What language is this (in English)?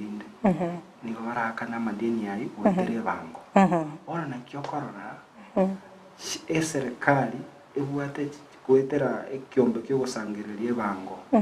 Gusii